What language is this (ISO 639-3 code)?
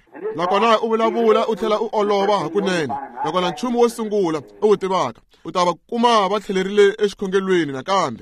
tso